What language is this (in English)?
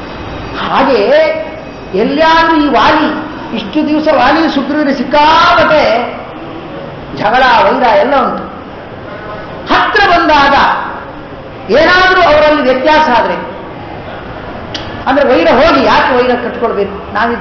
Kannada